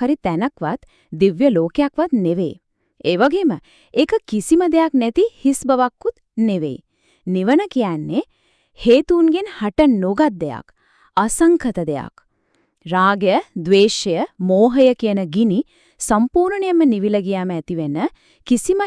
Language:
Sinhala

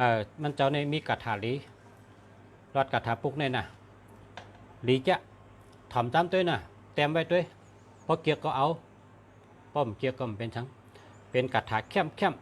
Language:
Shan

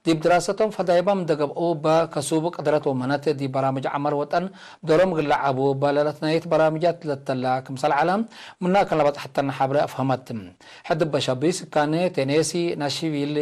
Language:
Tigre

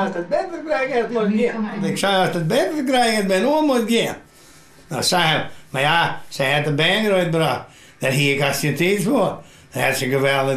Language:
Western Frisian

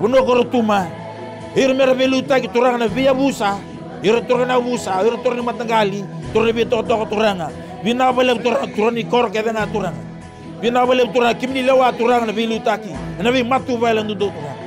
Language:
Fijian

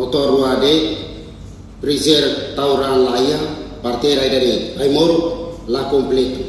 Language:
Tetum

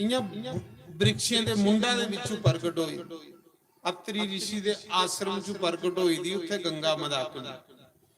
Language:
Dogri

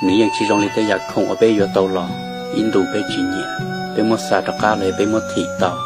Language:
Hmong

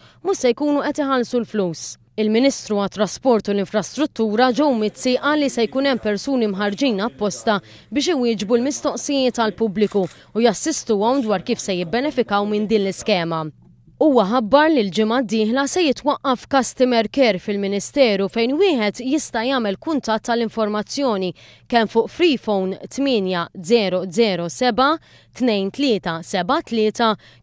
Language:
Maltese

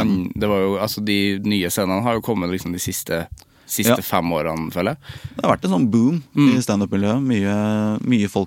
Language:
Norwegian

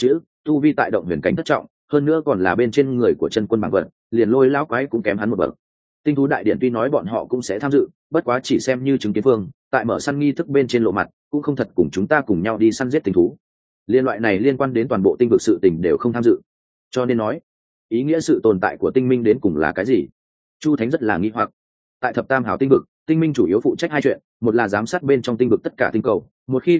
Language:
Vietnamese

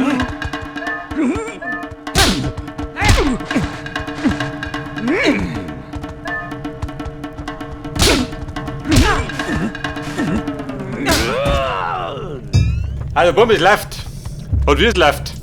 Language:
Bavarian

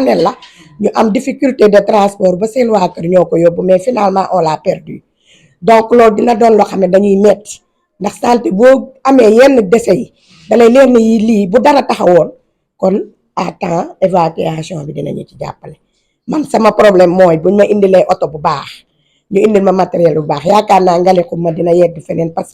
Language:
Wolof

